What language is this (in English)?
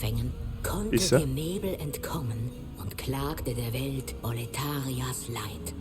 Bavarian